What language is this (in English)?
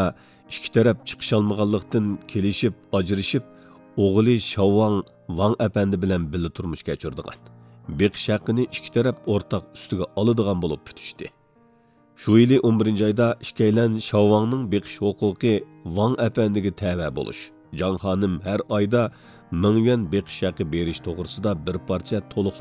Uyghur